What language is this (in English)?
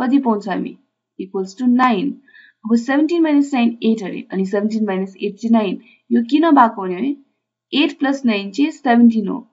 Nepali